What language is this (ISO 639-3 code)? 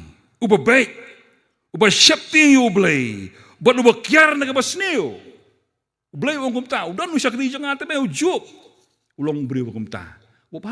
kha